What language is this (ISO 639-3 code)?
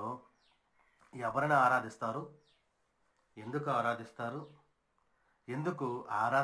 tel